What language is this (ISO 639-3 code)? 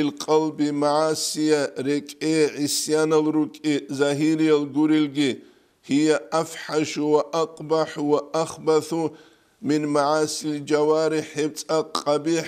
ava